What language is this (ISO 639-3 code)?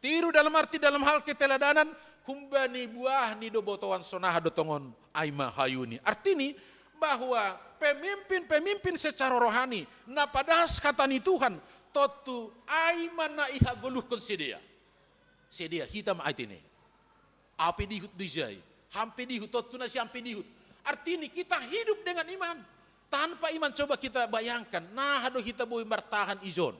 bts